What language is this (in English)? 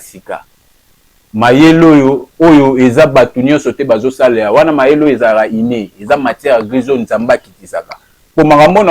Lingala